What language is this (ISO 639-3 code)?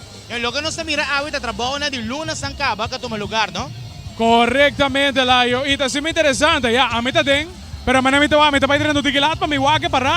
pap